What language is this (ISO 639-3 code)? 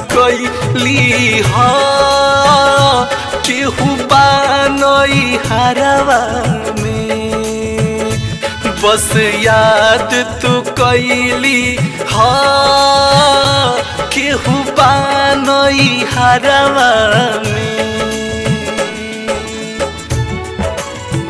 bho